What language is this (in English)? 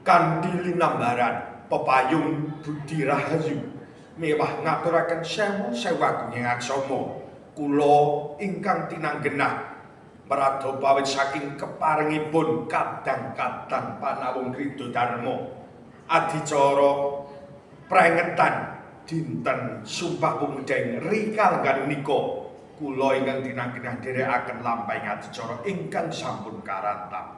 Javanese